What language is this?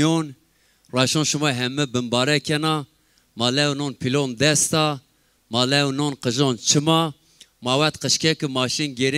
Zaza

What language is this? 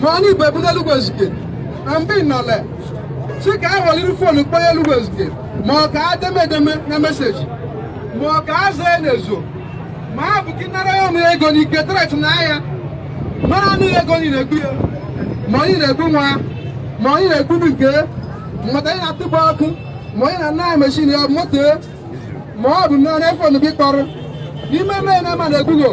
Igbo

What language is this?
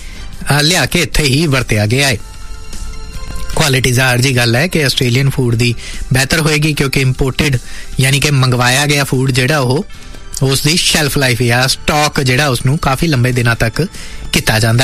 Punjabi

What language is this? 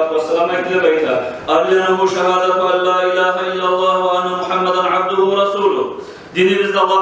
Kumyk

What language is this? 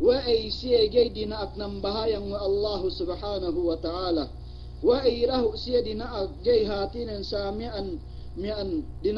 Yakan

